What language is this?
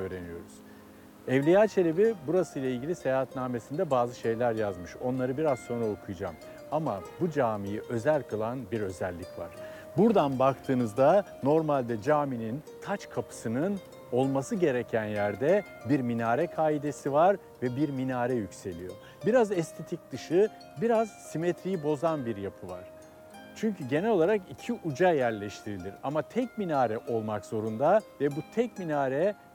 Turkish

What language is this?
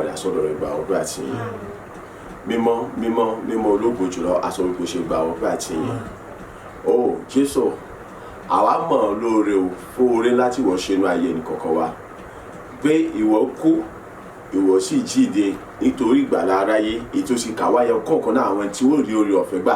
Yoruba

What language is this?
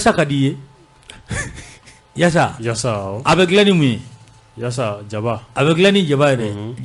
Bambara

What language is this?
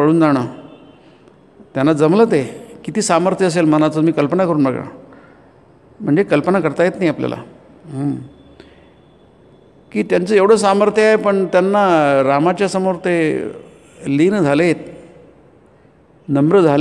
Marathi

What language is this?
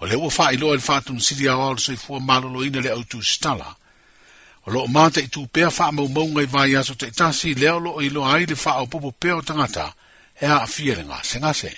Samoan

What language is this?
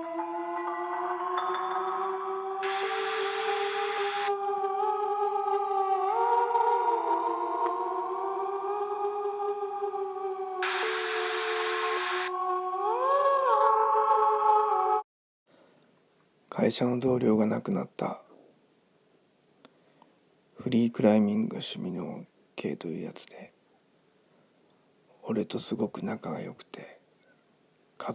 Japanese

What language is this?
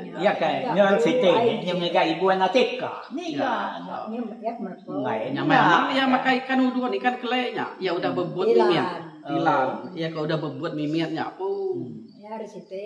Iban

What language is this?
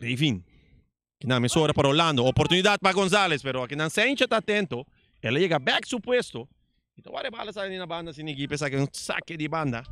Papiamento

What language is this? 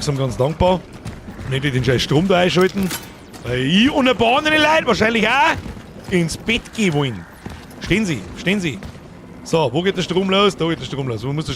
Bavarian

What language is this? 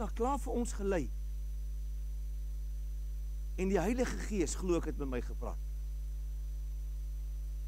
Afrikaans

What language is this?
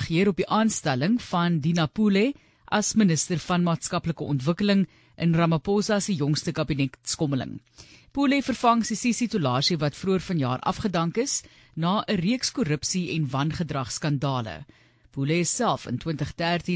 Afrikaans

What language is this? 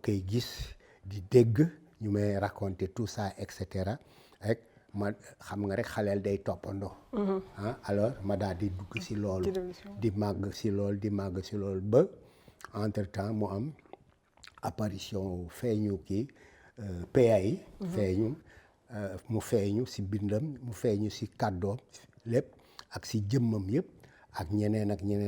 Wolof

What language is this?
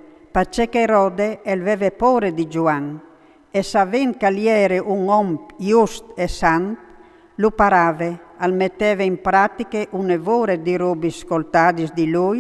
Friulian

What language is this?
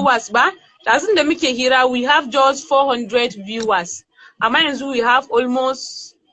Hausa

